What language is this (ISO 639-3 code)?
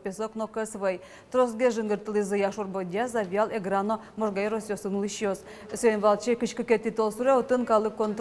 udm